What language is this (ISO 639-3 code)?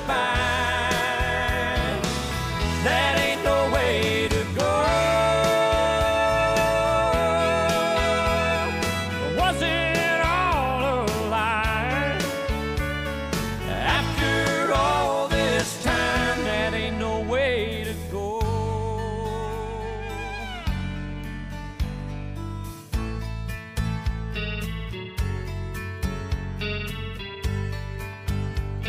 eng